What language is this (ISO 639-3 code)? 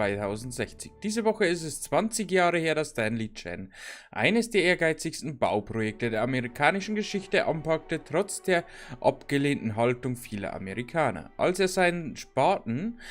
bar